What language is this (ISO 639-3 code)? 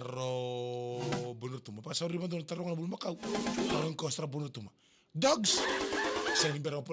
fij